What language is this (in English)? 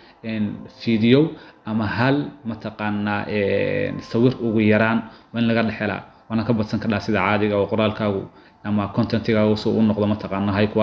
Somali